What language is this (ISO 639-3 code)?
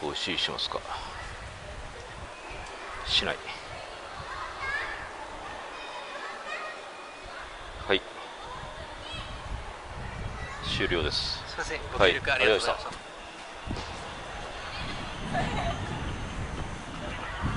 jpn